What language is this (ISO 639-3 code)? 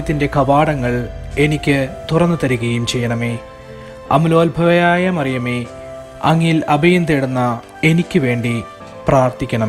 mal